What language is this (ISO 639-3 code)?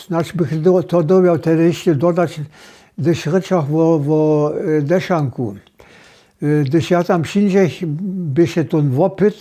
hsb